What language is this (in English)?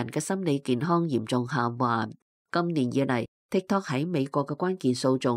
Cantonese